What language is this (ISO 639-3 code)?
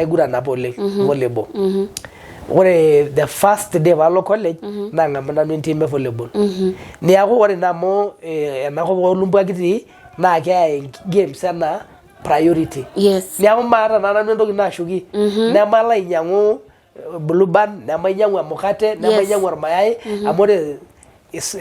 mas